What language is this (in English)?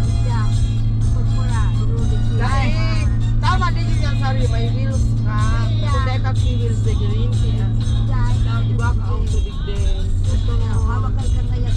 Bikol